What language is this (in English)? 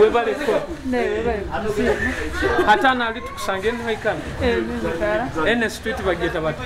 Nyoro